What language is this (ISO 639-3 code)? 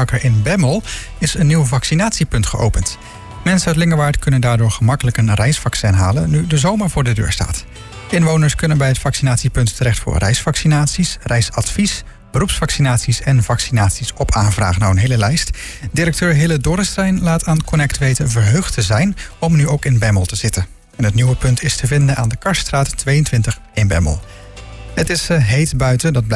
nld